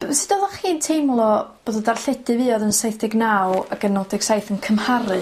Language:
Welsh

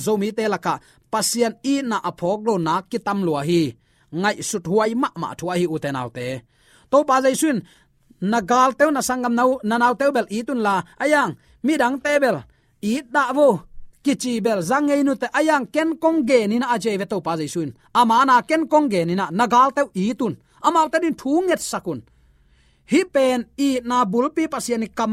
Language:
Tedim Chin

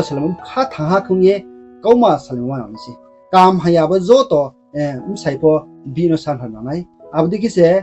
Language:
Riang (India)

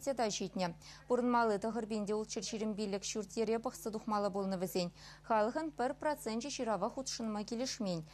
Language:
Chuvash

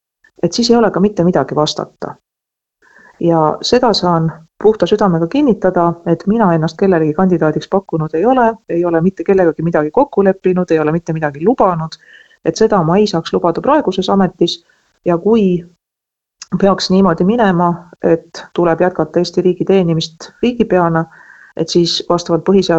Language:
Estonian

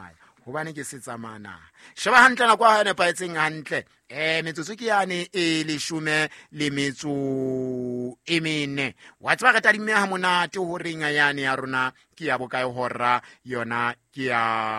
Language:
Southern Sotho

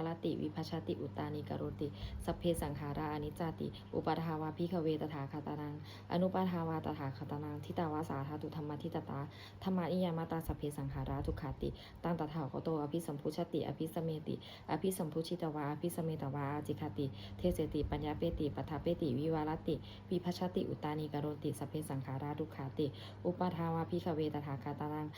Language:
Pali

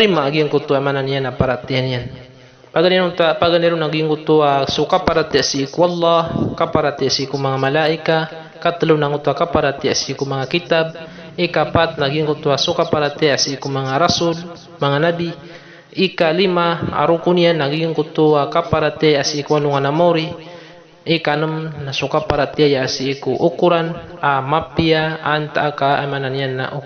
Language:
Maranao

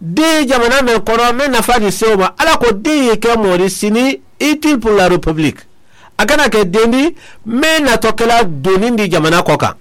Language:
Mandingo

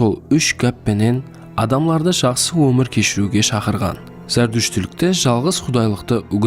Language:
Kara-Kalpak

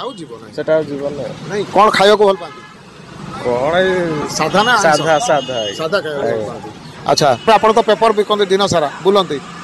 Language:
Odia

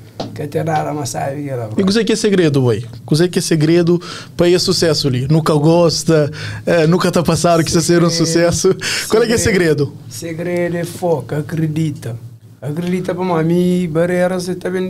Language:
Kabuverdianu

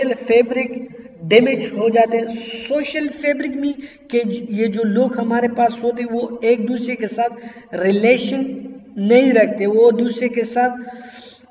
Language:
Urdu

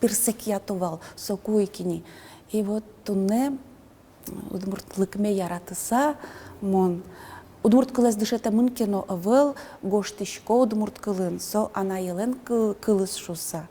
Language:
Udmurt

